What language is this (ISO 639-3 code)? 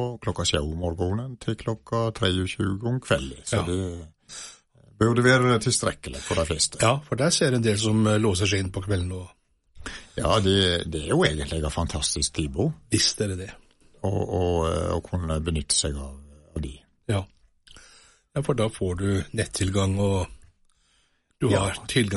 nor